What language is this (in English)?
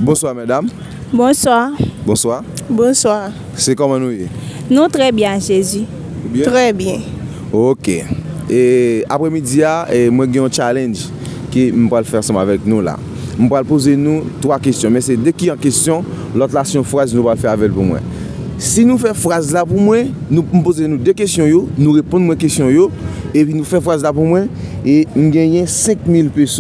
Haitian Creole